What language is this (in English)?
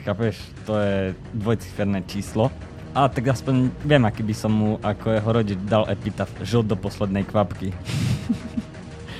Slovak